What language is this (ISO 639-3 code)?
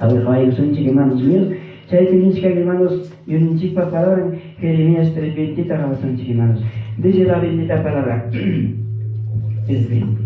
quy